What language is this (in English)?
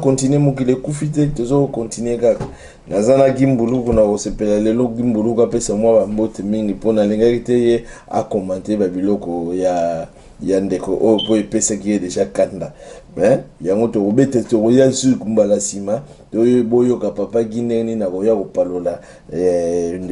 Lingala